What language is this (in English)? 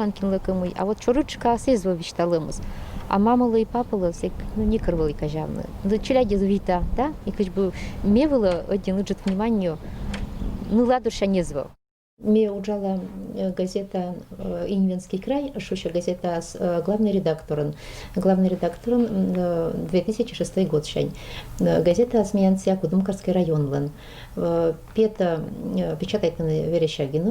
Komi-Permyak